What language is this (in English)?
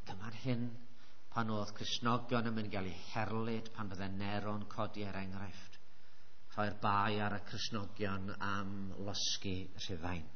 Welsh